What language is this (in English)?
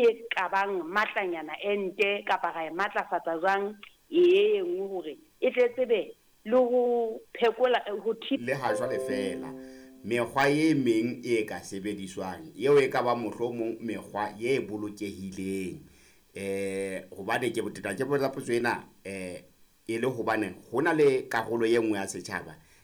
Southern Sotho